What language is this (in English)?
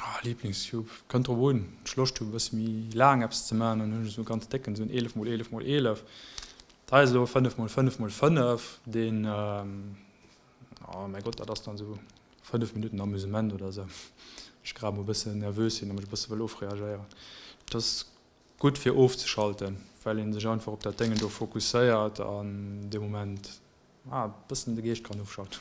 Luxembourgish